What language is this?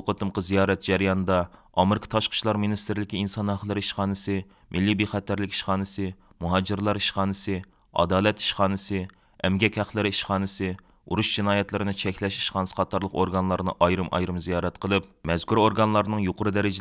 Uyghur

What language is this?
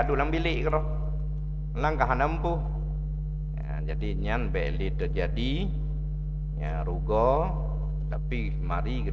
Achinese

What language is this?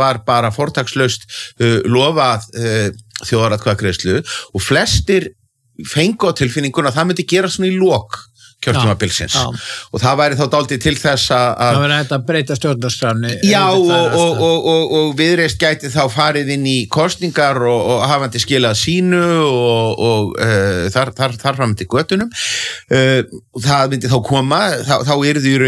Icelandic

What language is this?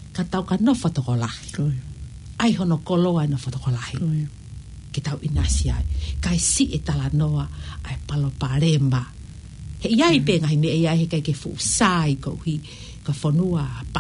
Tongan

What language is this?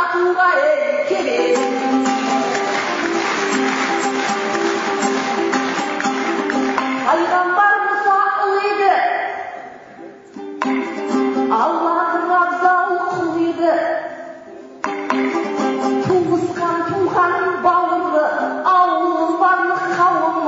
Kazakh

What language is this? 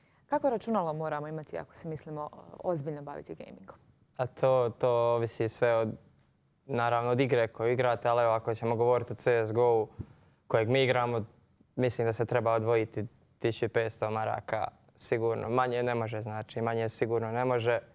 Croatian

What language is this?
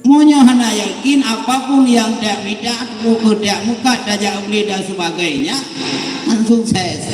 Achinese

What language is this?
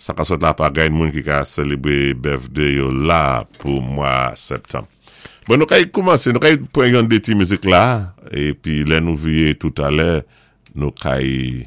Saint Lucian Creole French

